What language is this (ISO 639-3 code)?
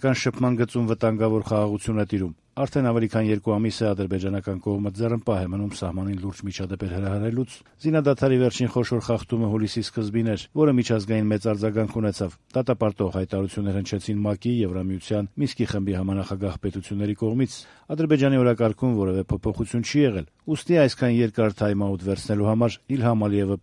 hye